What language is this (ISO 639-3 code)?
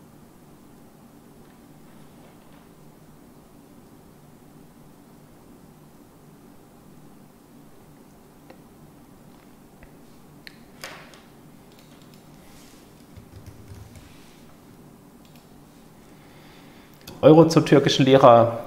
deu